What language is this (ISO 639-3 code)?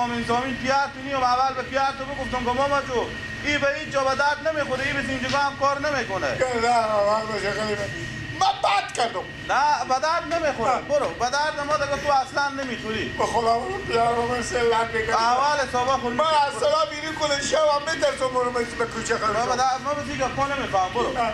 fas